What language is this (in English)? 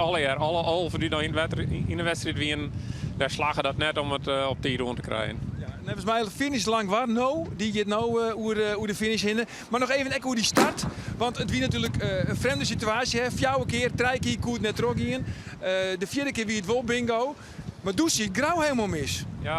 Western Frisian